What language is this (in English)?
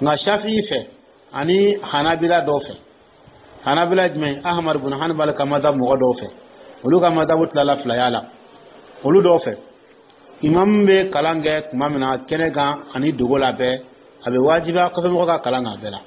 Dyula